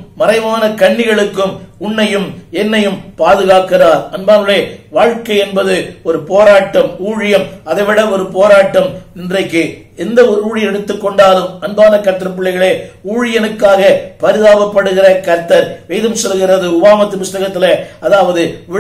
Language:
Tamil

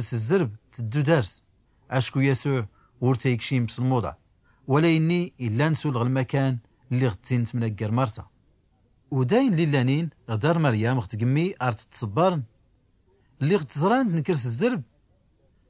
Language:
Tachelhit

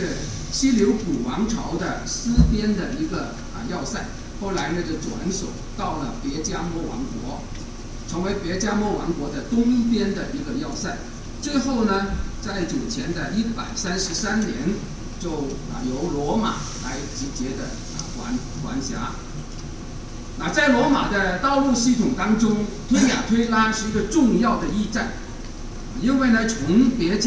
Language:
Chinese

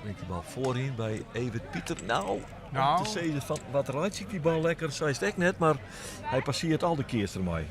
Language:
Western Frisian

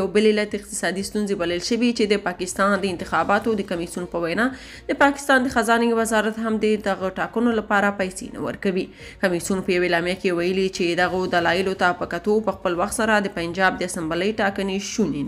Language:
Pashto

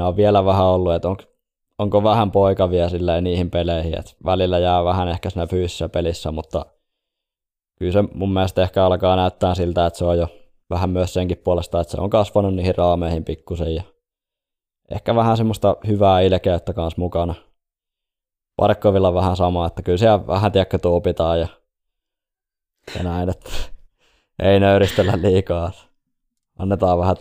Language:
Finnish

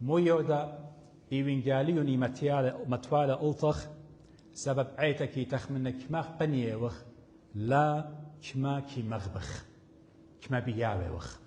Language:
Assyrian Neo-Aramaic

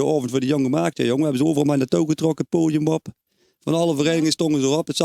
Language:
Limburgish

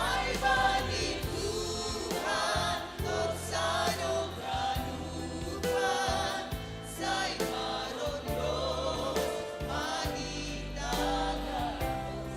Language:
Batak Simalungun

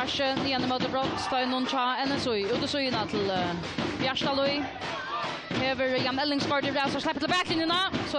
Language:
Faroese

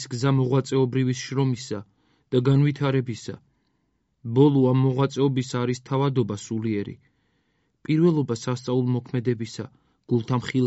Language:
Georgian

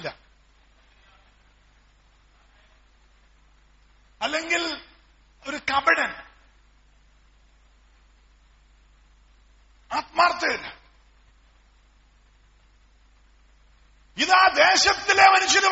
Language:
Malayalam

